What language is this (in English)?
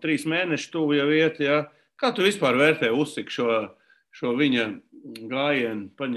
Latvian